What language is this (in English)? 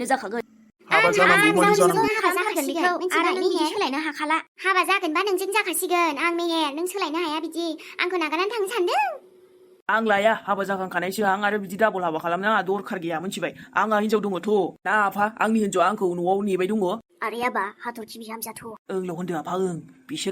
Bodo